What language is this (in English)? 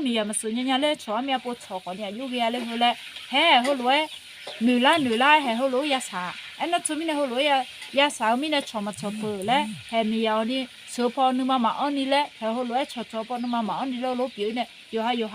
Akha